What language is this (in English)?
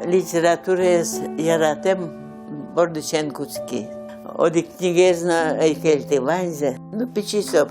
Udmurt